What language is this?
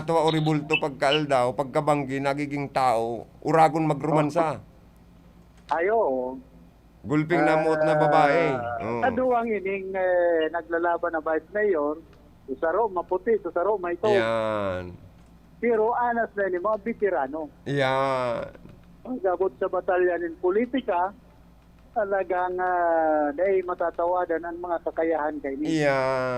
Bikol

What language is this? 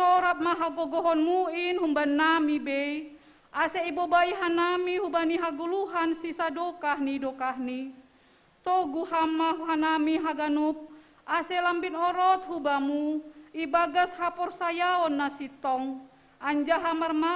Batak Simalungun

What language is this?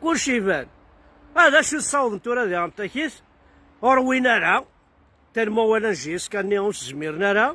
Kabyle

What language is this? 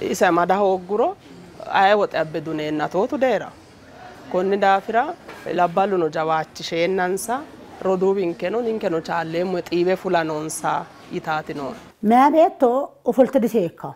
Sidamo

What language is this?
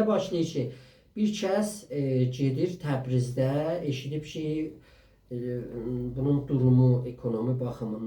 South Azerbaijani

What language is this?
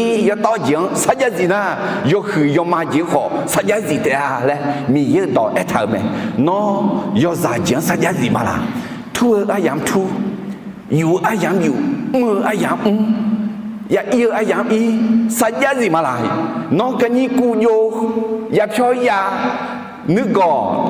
Akha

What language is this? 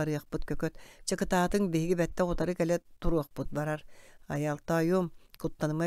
Yakut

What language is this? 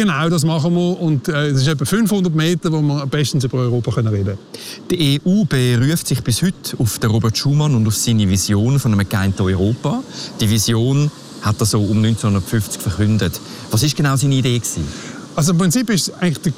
German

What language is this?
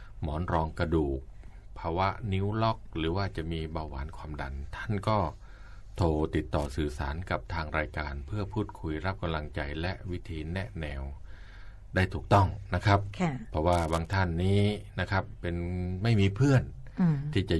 Thai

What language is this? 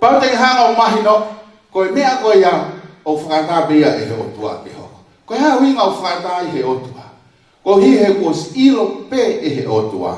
Tongan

